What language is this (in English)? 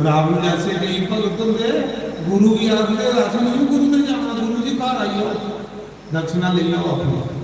Dogri